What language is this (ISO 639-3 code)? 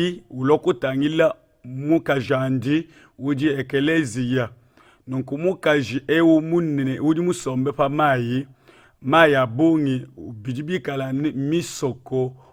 lua